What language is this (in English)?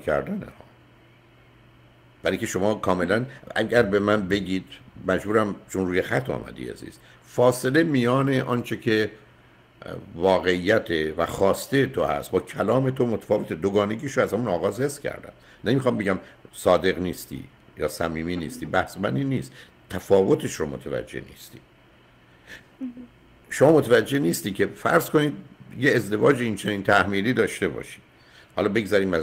Persian